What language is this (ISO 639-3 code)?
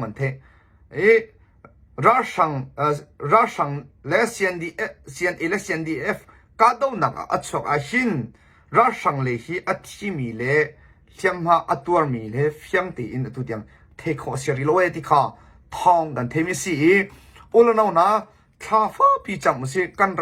cnh